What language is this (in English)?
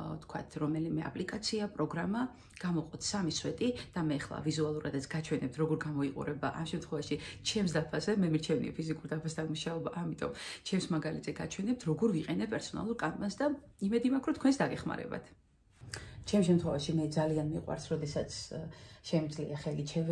Georgian